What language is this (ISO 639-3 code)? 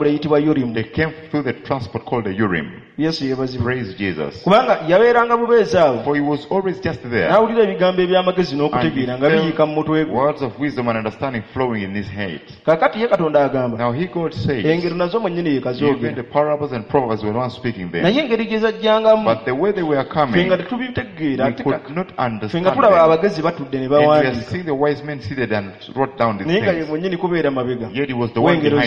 lug